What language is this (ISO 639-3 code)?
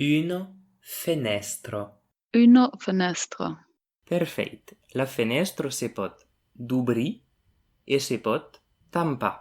oci